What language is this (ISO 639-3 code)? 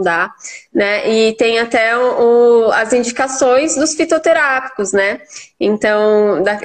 por